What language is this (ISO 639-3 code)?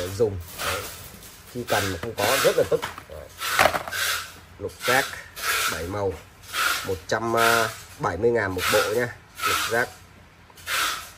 vie